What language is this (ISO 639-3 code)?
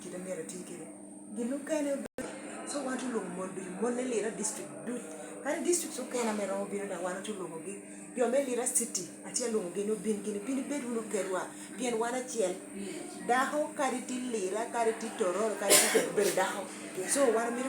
laj